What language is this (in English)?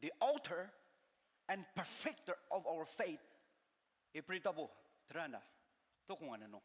Ao Naga